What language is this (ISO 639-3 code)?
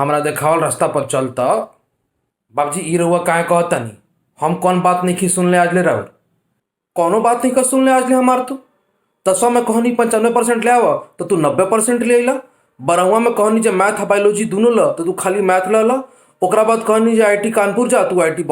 bho